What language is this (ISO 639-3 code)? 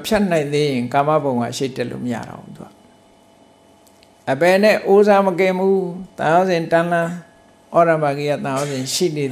mya